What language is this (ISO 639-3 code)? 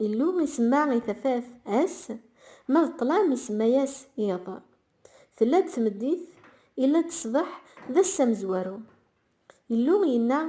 kab